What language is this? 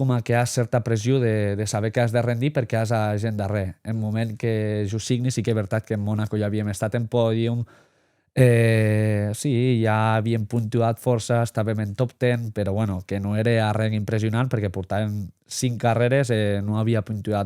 Occitan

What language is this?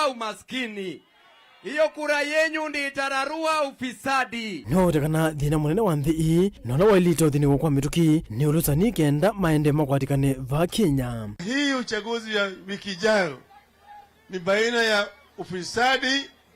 Kamba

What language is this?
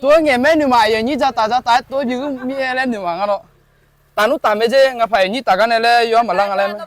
Akha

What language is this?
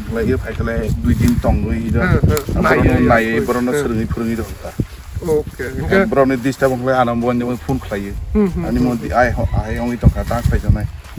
Kok Borok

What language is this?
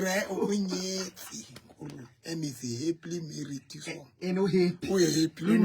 Southern Sotho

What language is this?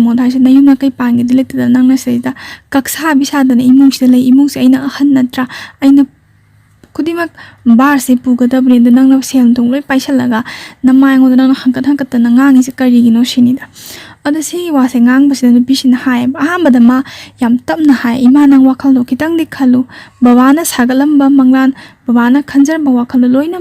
Manipuri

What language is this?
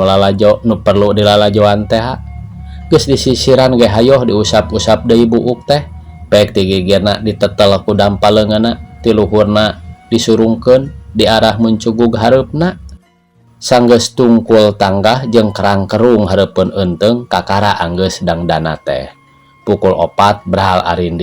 Sundanese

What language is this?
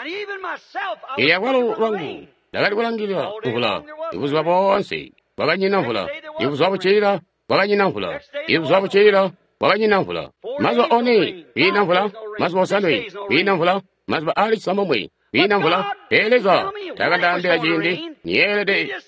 Tonga (Zambia)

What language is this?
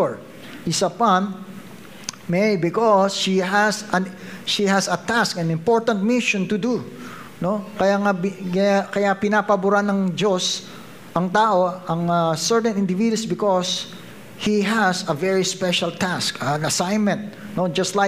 Filipino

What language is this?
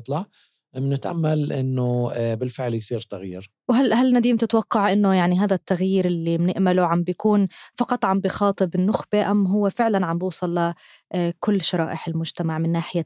North Levantine Arabic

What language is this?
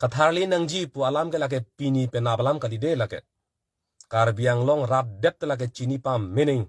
Karbi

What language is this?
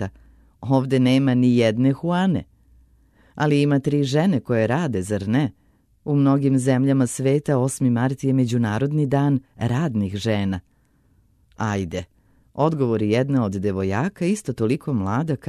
Serbian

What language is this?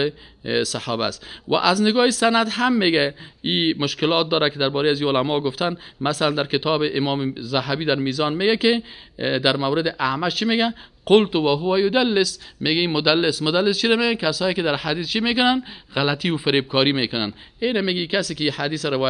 Persian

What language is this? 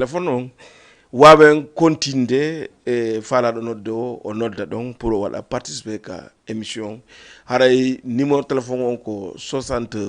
Fula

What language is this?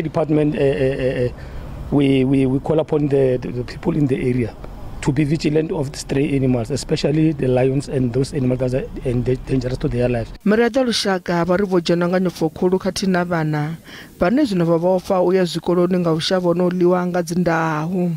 Venda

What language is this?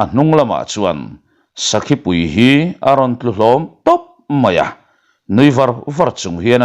Mizo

